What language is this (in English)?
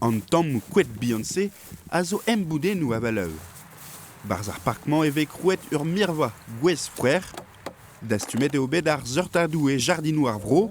Breton